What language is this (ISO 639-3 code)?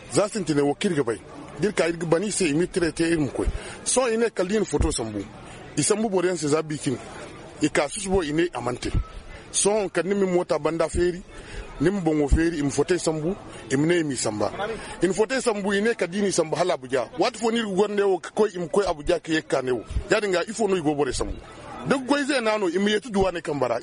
dje